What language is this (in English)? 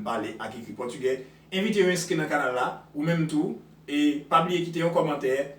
Haitian Creole